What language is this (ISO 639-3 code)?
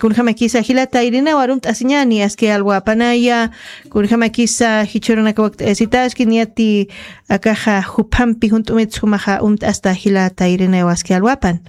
aym